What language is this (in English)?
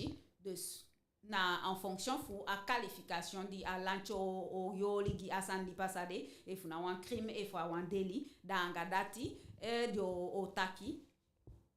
Eastern Maroon Creole